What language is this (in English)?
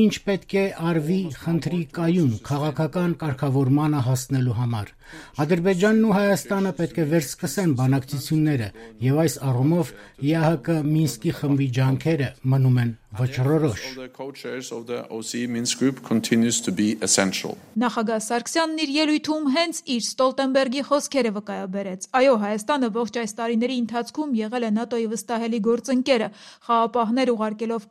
Armenian